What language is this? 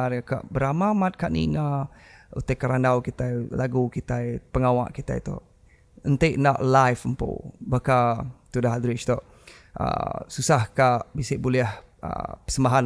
Iban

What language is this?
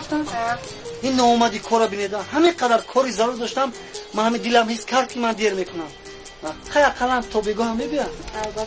Tajik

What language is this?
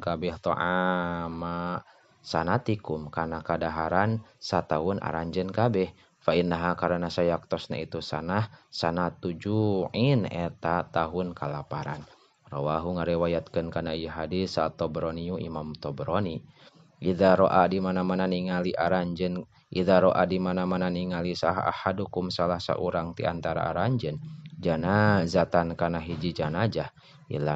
Sundanese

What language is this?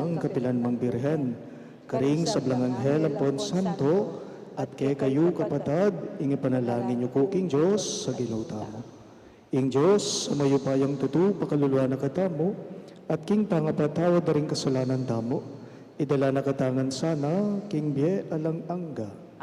Pampanga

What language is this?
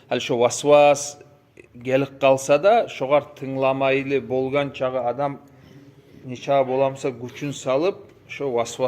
Kumyk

